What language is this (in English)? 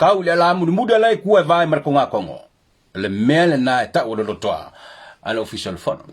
Samoan